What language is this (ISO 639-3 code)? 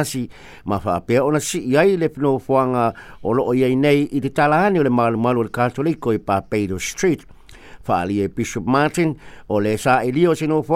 smo